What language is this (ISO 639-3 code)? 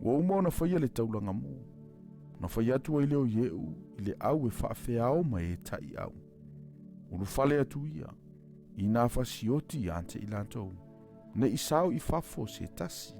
smo